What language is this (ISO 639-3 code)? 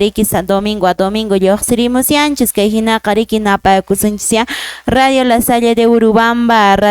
que